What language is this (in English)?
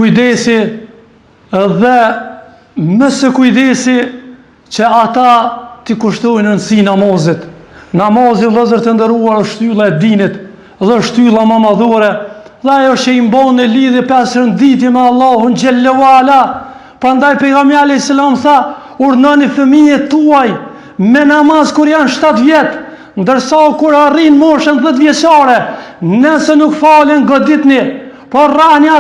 Albanian